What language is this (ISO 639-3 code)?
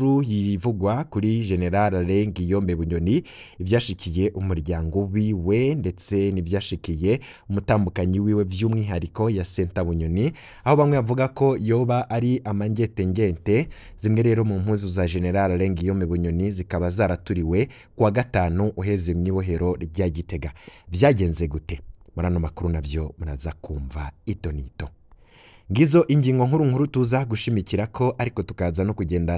run